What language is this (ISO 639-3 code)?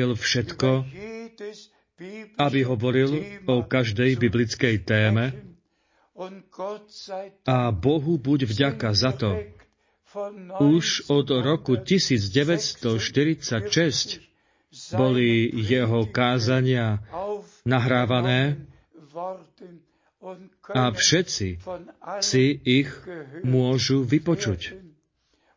slk